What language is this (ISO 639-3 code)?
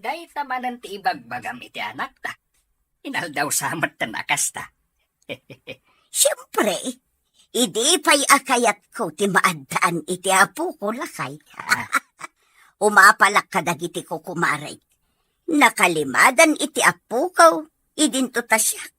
ilo